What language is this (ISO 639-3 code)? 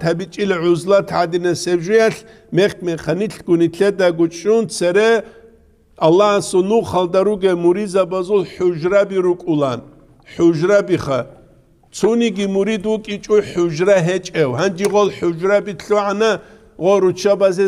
ava